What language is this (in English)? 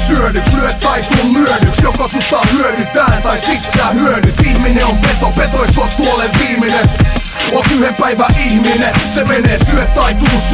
Finnish